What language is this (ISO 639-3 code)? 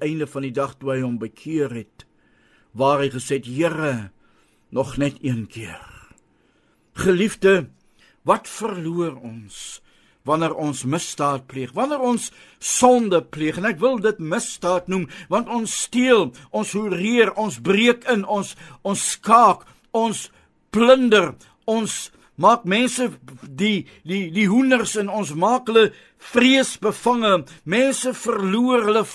afr